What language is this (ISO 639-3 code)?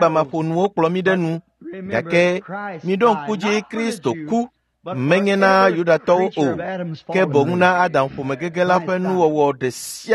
ewe